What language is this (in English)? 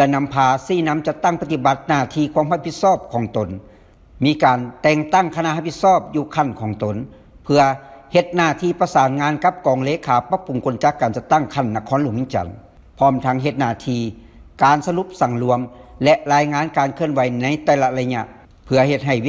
Lao